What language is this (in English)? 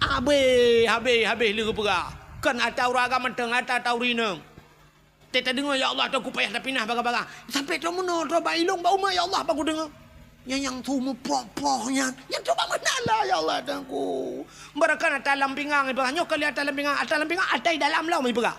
Achinese